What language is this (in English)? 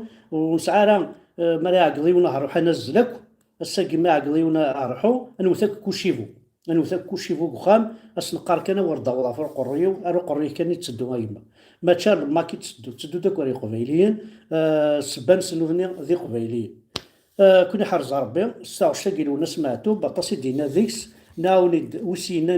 Kabyle